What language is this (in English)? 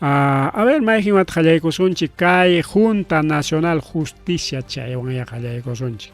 Ayacucho Quechua